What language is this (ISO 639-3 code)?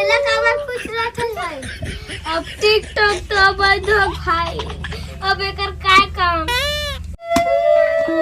hne